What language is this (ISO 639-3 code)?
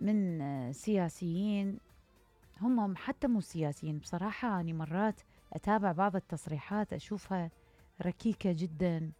acm